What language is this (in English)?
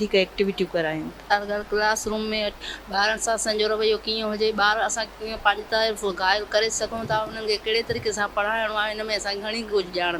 Sindhi